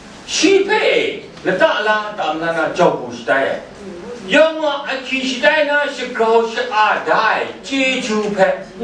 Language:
Kachin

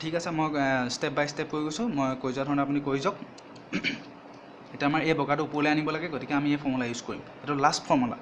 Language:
Assamese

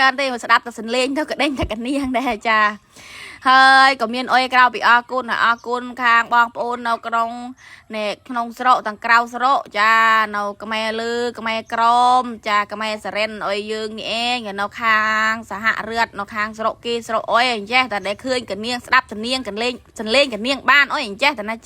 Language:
Khmer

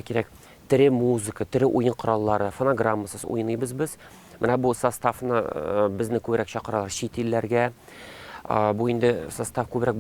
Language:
Tatar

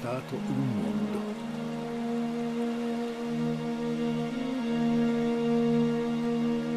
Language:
Italian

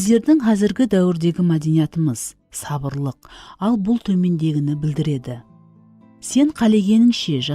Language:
Kara-Kalpak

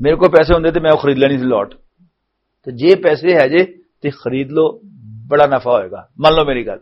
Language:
Western Panjabi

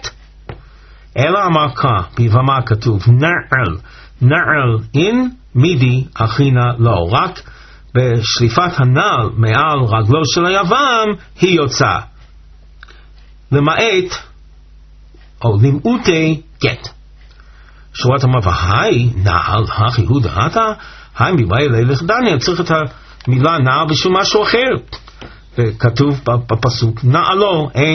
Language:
Hebrew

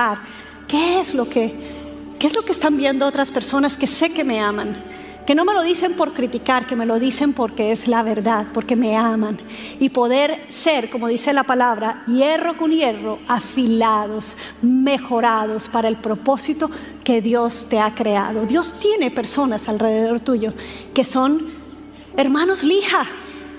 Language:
Spanish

